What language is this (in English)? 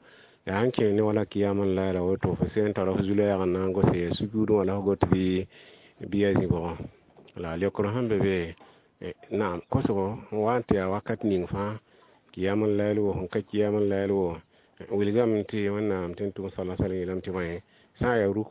Mossi